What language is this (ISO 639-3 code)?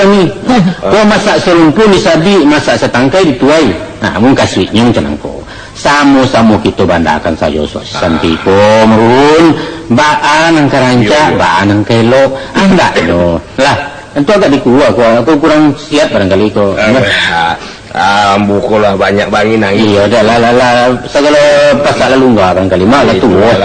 min